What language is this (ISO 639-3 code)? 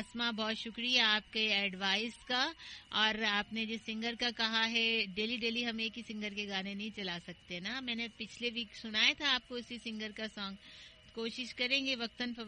urd